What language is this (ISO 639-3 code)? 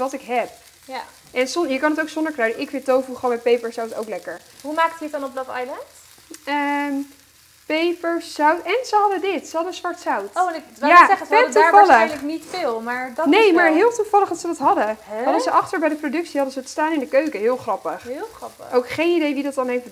nld